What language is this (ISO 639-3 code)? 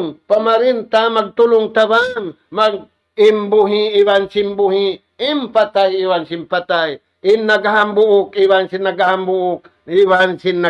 tsg